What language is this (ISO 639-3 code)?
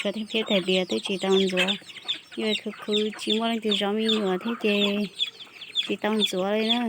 hmn